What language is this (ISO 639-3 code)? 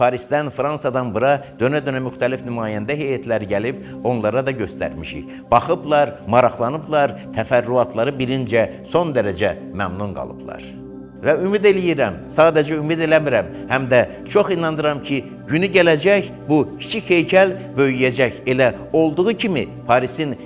aze